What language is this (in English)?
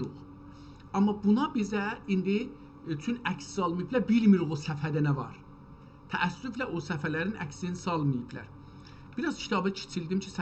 South Azerbaijani